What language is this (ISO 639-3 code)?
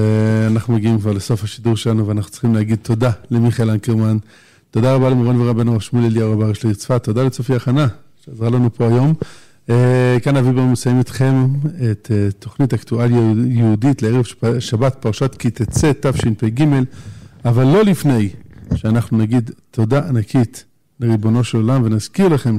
heb